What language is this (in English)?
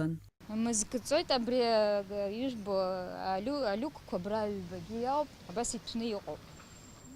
Abkhazian